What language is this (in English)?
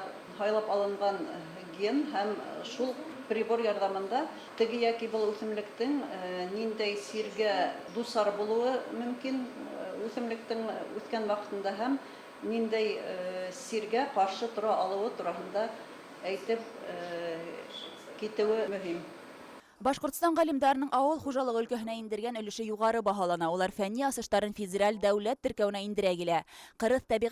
Bashkir